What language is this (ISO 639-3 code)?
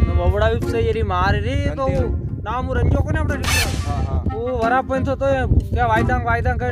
raj